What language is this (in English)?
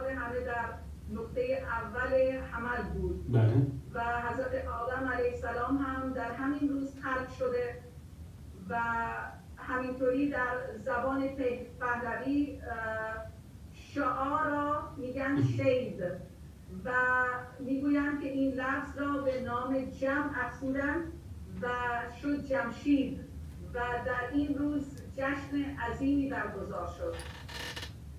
Persian